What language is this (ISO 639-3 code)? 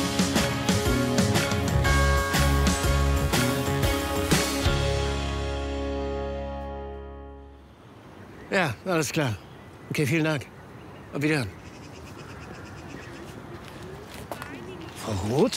deu